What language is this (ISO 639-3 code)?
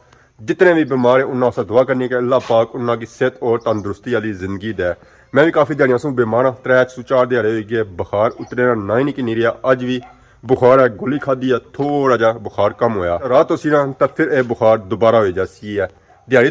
phr